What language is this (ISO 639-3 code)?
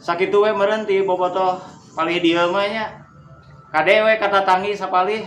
sun